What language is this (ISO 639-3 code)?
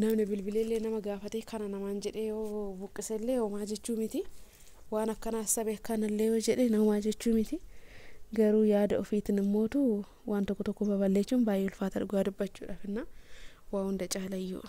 orm